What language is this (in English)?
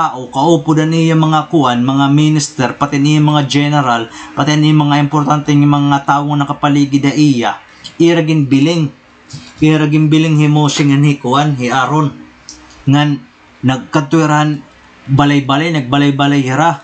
Waray